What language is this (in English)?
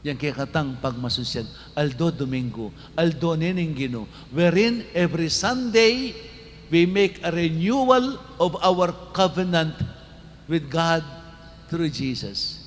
Pampanga